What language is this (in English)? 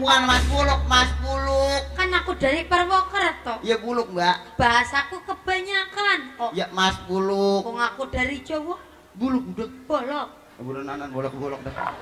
Betawi